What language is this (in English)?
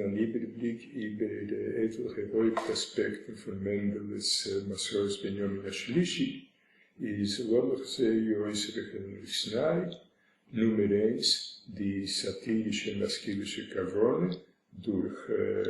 Yiddish